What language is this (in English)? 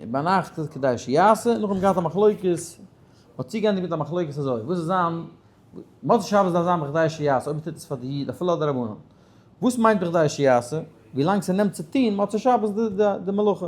Yiddish